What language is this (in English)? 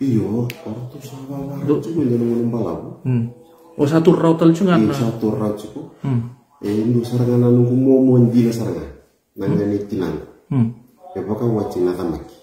Fijian